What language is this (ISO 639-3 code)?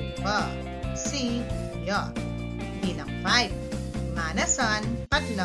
pam